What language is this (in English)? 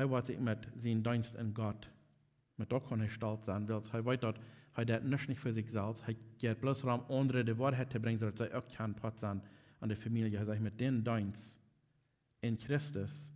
Plautdietsch